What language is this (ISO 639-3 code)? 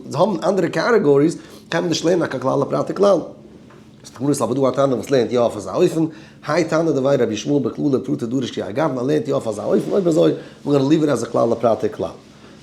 yid